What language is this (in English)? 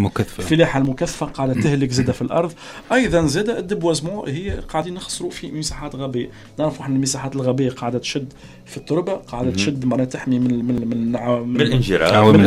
Tunisian Arabic